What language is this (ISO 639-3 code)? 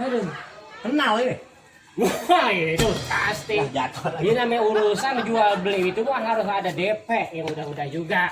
bew